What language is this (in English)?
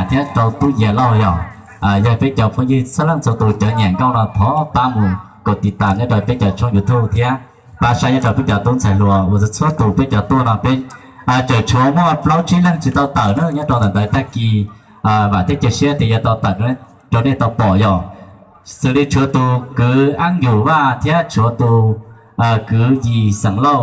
Hmong